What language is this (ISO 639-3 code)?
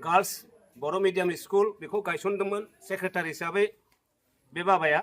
brx